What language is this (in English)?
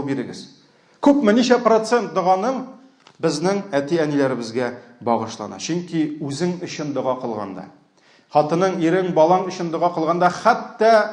Tatar